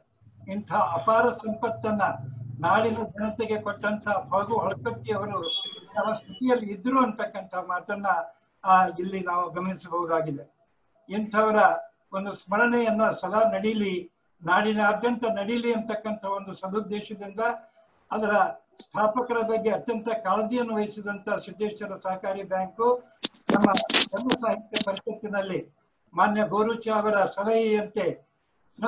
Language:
Kannada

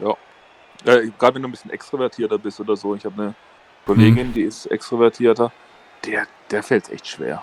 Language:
Swiss German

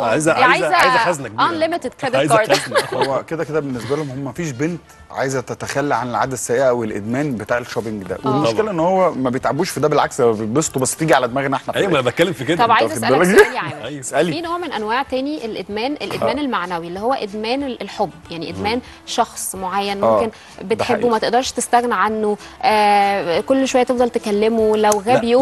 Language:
Egyptian Arabic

